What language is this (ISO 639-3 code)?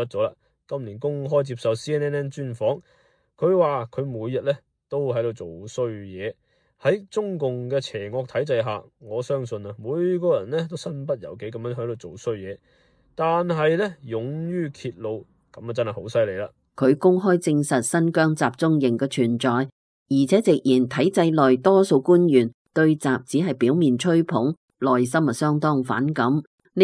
yue